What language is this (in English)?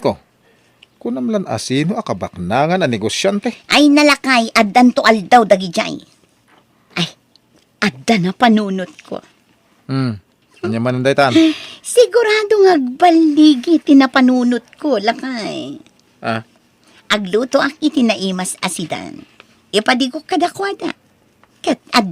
Iloko